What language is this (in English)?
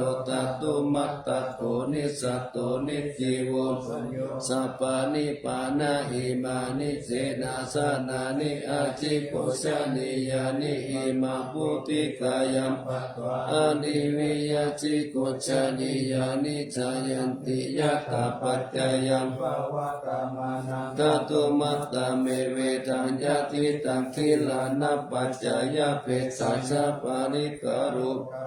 Pali